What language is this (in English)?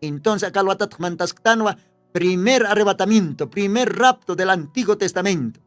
Aymara